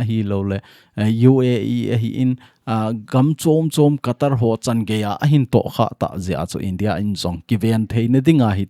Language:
Thado Chin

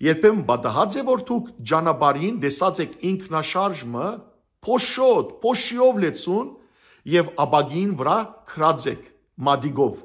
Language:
Western Armenian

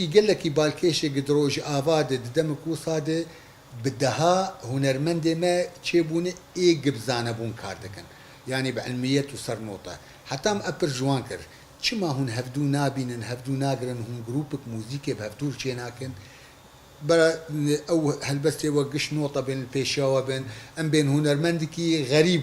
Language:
Kurdish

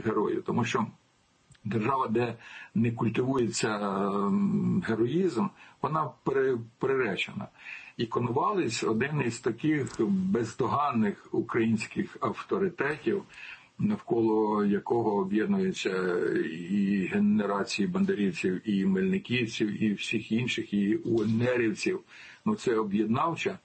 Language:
Ukrainian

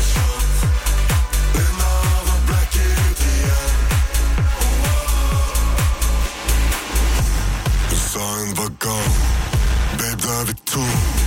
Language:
Norwegian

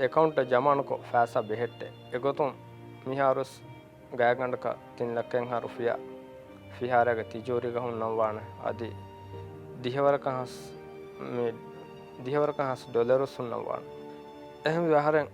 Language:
Divehi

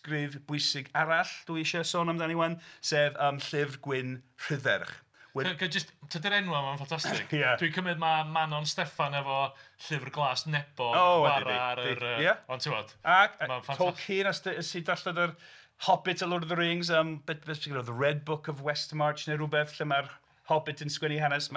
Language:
Welsh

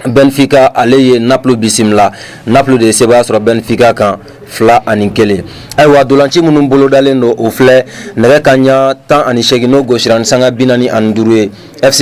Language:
Bambara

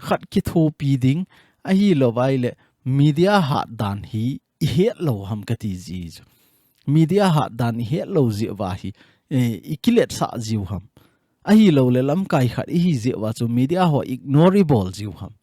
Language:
Thado Chin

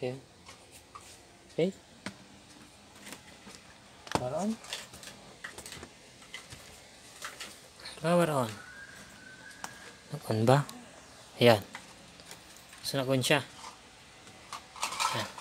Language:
Filipino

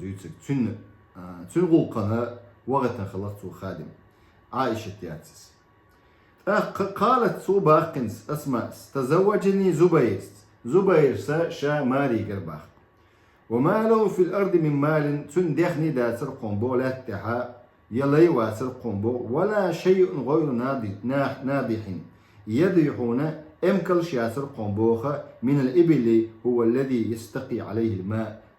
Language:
Chechen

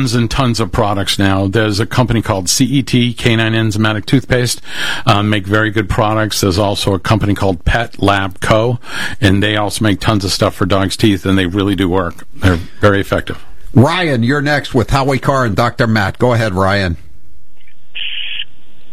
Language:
English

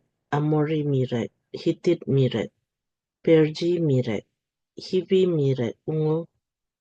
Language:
Lamkang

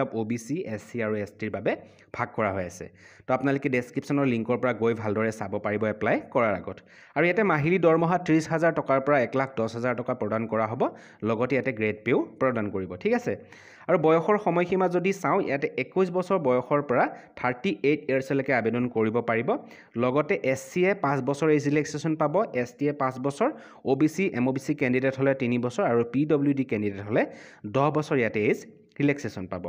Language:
Assamese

